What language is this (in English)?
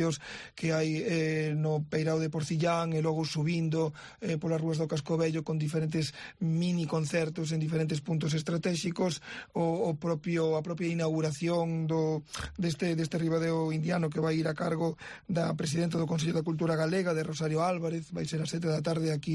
Galician